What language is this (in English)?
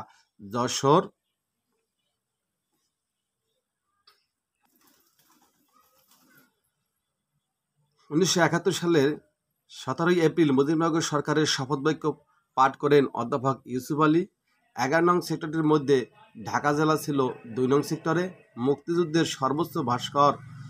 Bangla